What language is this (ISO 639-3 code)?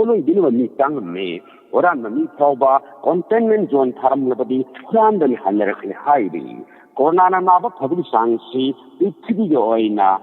mni